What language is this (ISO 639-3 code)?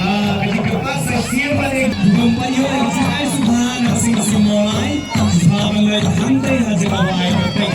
kha